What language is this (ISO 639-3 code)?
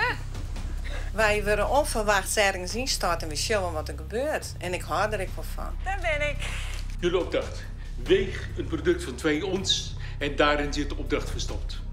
fry